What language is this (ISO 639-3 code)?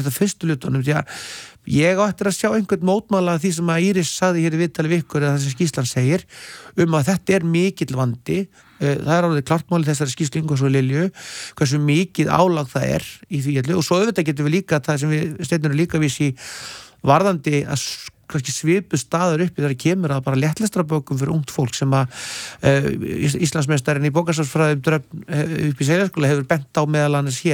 isl